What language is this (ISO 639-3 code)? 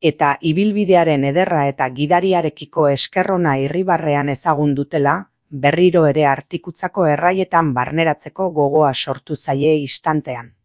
eus